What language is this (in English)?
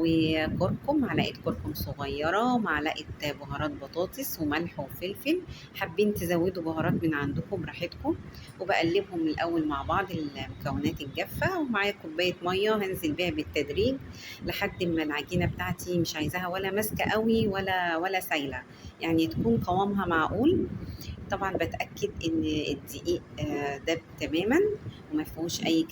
Egyptian Arabic